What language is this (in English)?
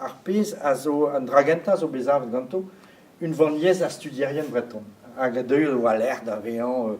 Breton